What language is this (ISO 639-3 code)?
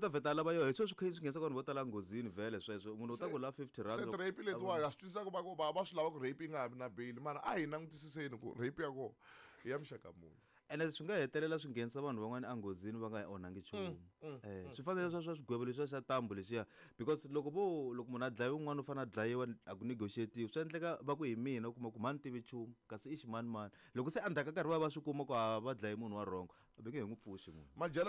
tso